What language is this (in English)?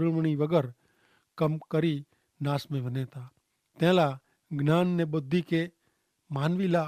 Kachhi